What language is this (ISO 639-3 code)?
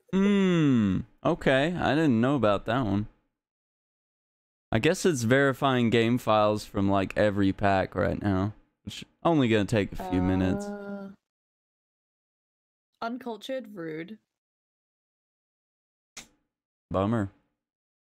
eng